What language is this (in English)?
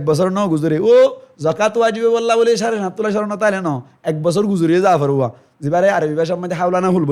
Rohingya